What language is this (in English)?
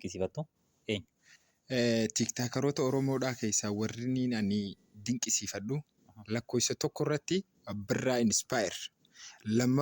Oromo